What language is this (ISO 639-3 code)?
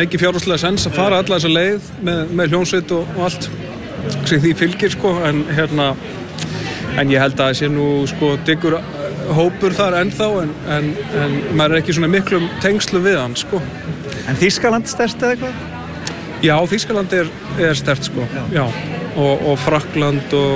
isl